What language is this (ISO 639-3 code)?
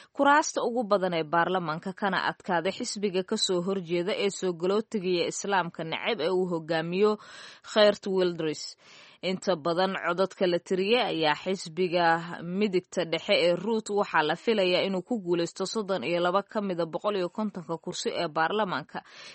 som